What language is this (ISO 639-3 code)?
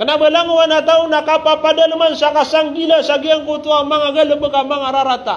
mrw